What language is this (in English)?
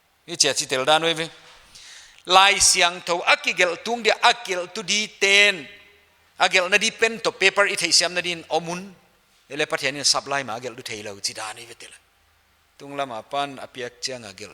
Paite Chin